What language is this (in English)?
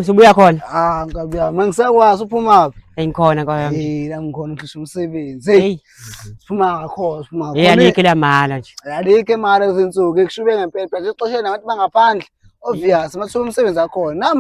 Zulu